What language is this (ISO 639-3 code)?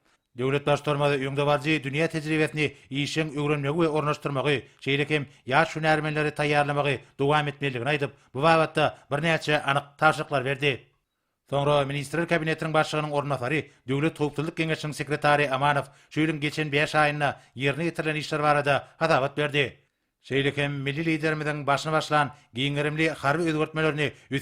tuk